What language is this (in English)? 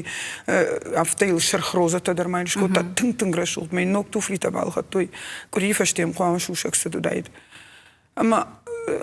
Ossetic